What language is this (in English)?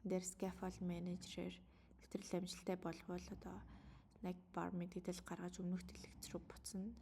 Mongolian